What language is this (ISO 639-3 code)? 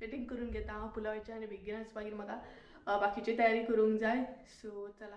kok